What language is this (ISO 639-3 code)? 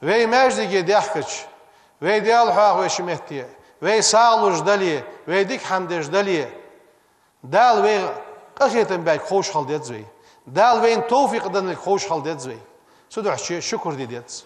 inh